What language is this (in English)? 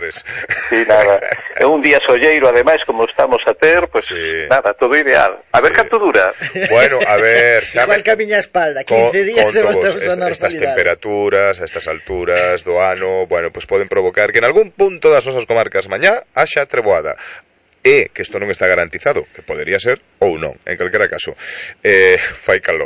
Galician